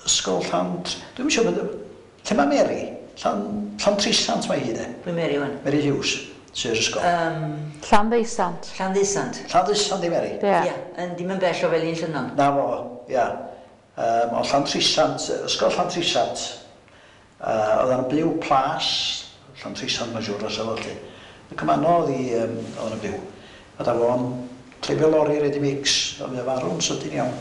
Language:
Welsh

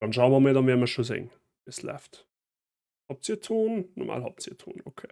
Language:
Bavarian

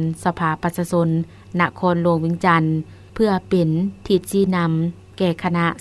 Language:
Lao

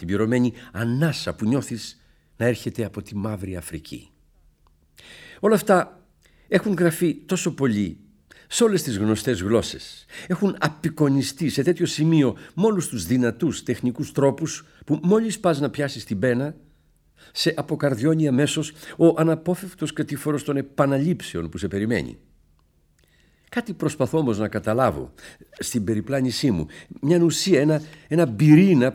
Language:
Greek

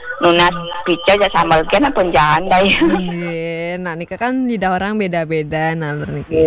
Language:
Balinese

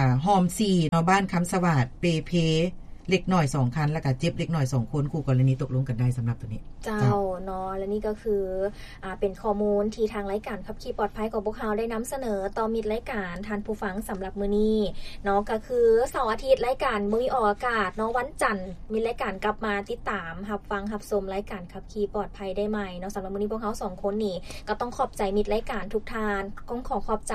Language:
Lao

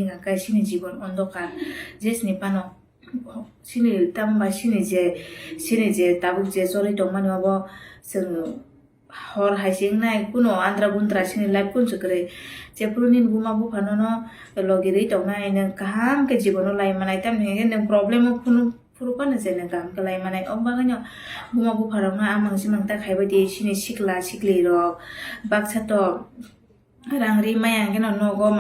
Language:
Kok Borok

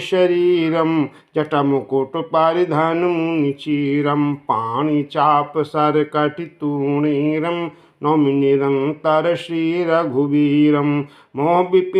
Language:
Awadhi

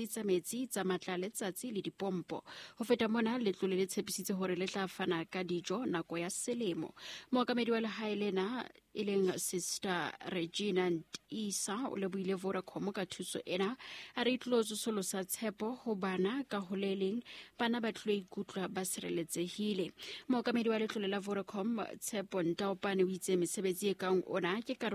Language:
Southern Sotho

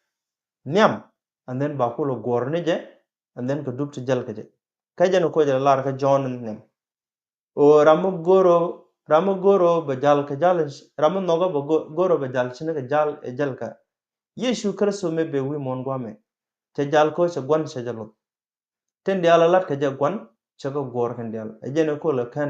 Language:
Nuer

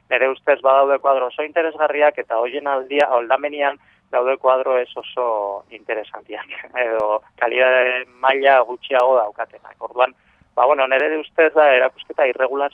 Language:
Basque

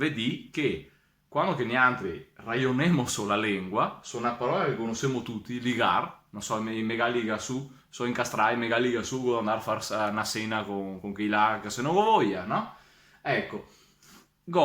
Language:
Venetian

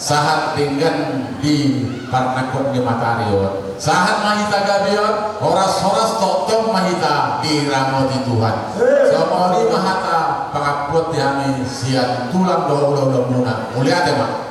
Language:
Batak Toba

